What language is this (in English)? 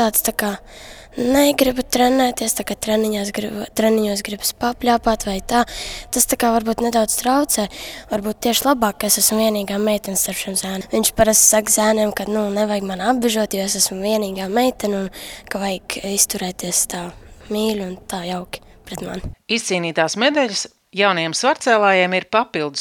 Latvian